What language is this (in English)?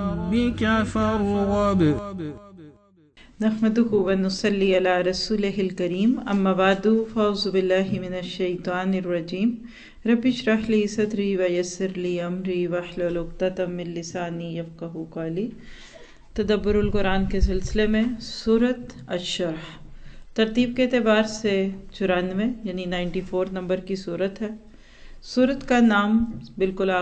Urdu